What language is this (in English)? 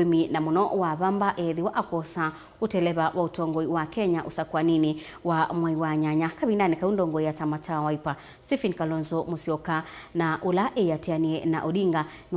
Kamba